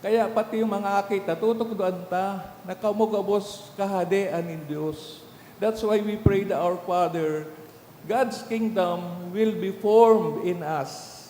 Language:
Bikol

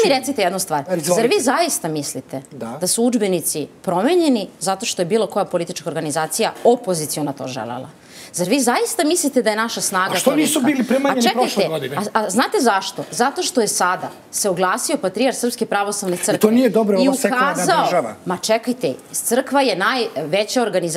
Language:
Serbian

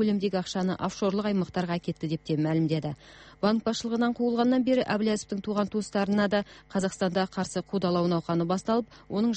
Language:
Kazakh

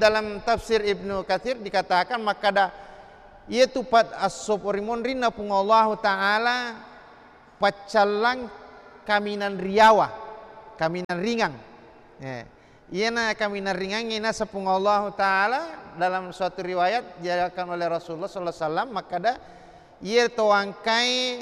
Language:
Buginese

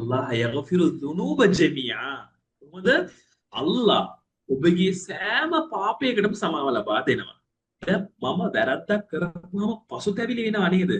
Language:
Sinhala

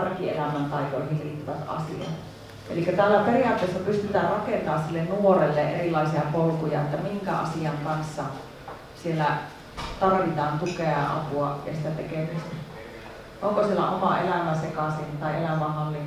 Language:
Finnish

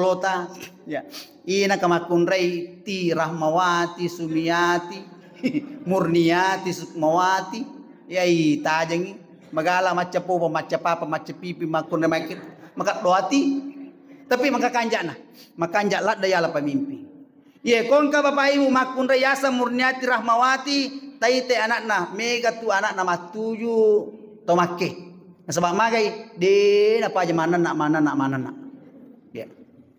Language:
Buginese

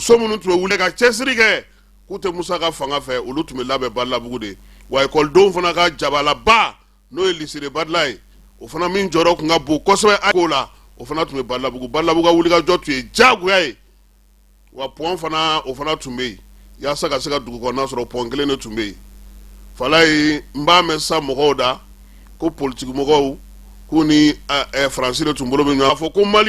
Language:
Bambara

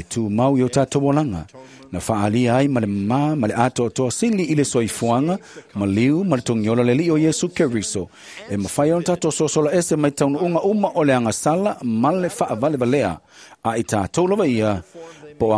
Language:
Samoan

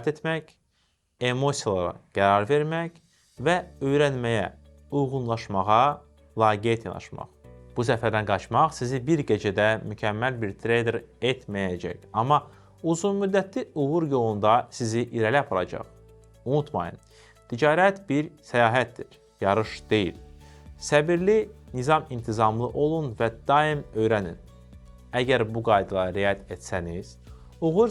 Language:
Azerbaijani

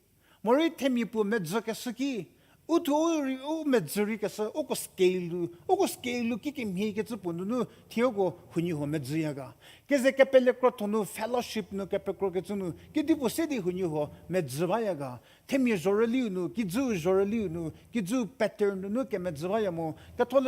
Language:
Angami Naga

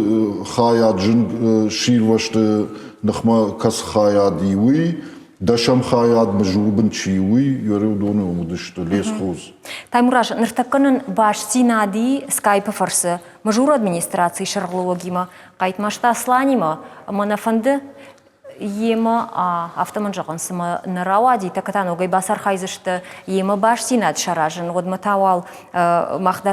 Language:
Ossetic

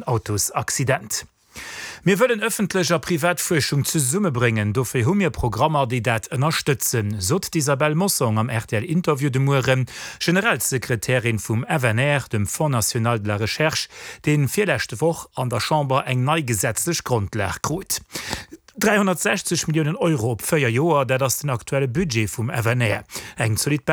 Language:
Luxembourgish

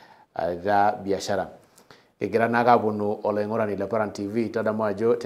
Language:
Masai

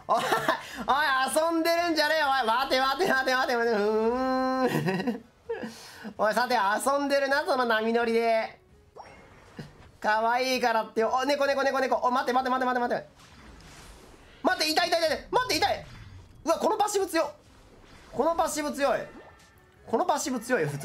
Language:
Japanese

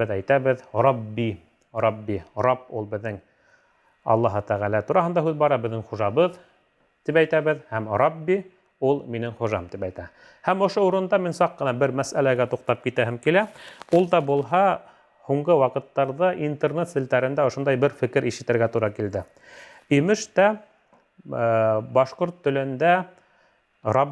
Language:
Bashkir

